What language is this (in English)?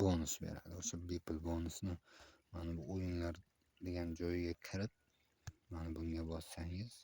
Uzbek